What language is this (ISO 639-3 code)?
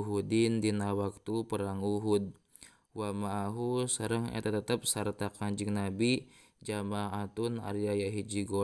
sun